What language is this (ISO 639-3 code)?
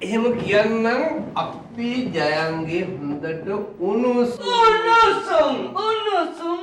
sin